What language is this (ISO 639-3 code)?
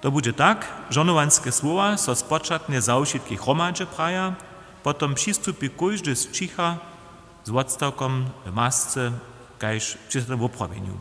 hsb